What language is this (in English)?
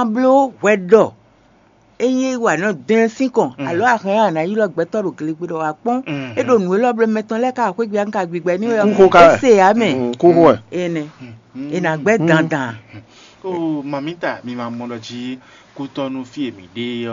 Fon